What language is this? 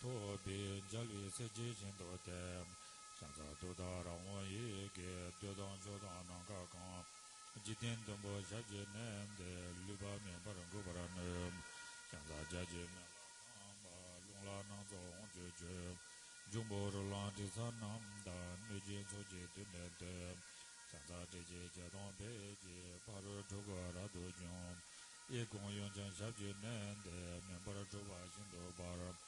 Tibetan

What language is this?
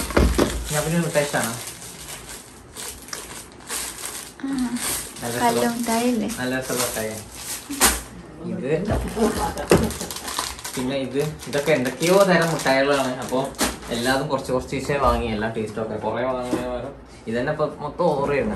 Malayalam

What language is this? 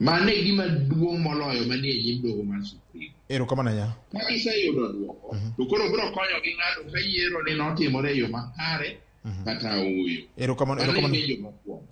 Luo (Kenya and Tanzania)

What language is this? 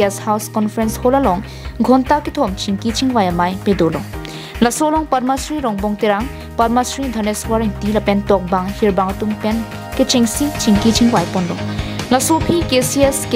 Karbi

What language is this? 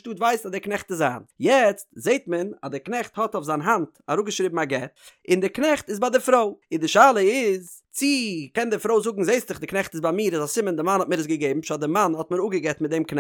Yiddish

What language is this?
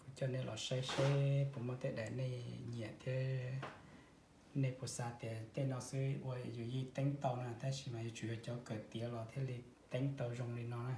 Hmong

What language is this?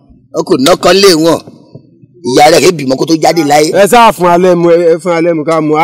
Yoruba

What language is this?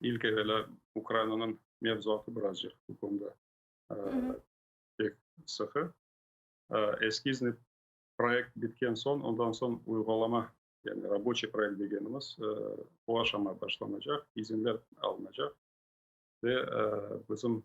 Crimean Tatar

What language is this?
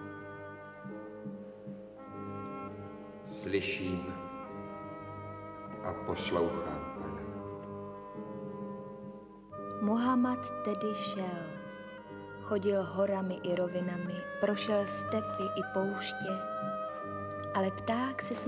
Czech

